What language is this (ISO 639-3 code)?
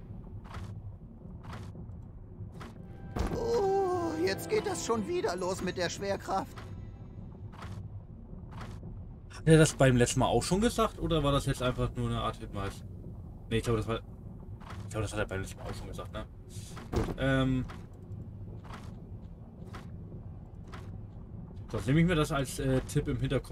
deu